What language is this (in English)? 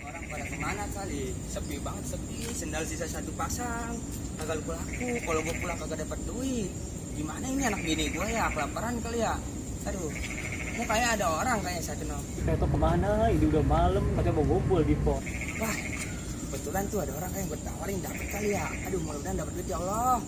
Betawi